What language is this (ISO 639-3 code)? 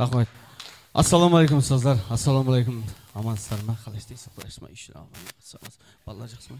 kaa